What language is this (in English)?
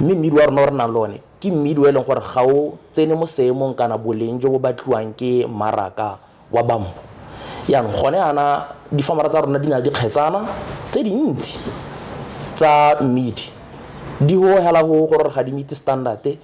Tswana